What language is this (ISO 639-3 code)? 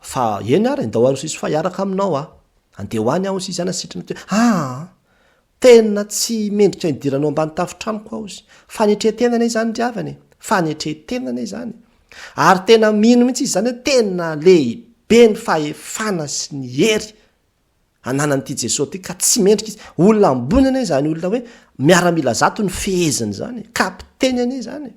mlg